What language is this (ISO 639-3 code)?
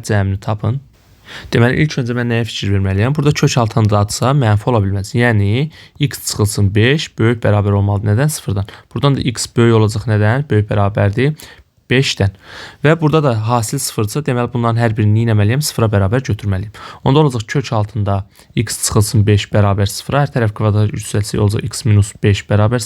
aze